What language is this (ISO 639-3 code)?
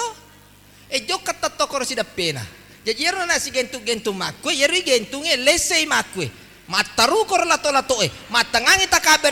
bug